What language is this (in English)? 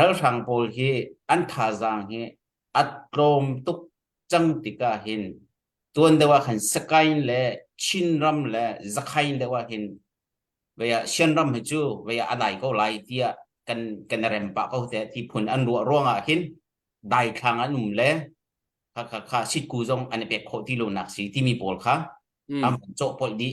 Hakha Chin